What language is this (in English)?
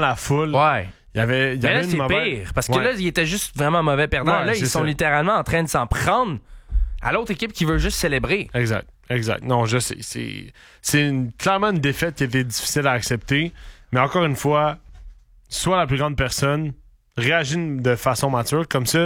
French